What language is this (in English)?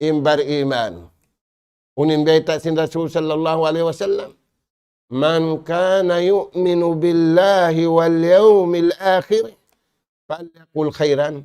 Tausug